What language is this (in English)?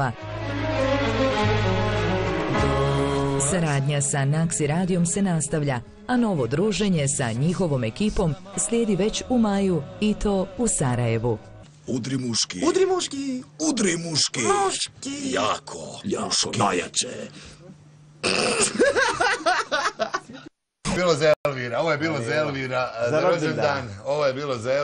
Bosnian